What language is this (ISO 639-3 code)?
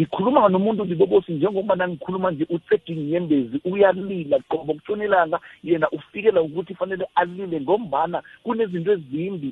nbl